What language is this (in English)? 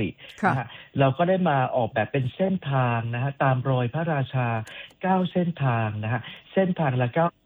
Thai